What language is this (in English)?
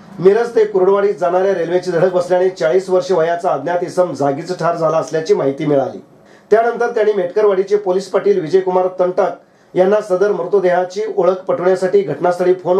Marathi